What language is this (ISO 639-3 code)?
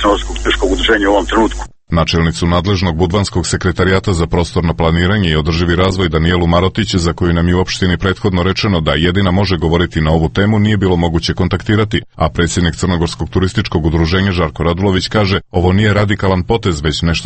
srp